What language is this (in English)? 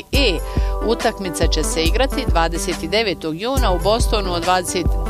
Bosnian